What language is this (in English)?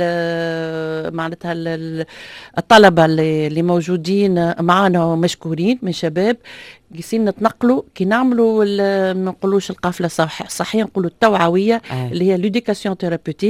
Tunisian Arabic